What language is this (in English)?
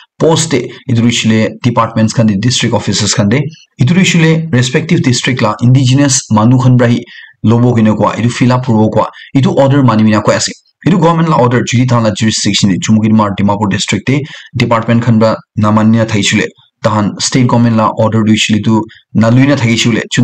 Naga Pidgin